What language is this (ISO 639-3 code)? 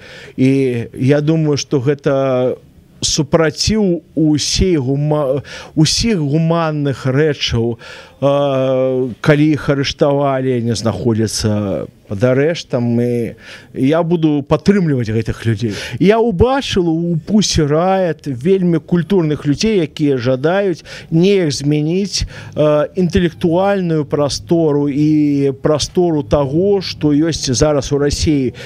bel